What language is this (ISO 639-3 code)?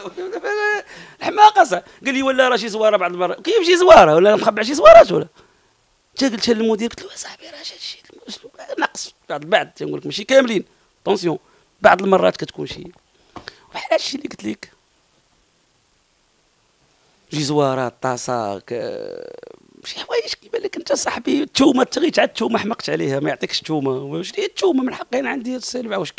ary